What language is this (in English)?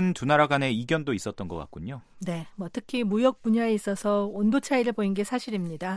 Korean